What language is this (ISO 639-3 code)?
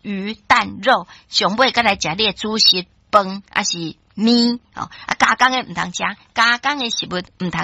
nan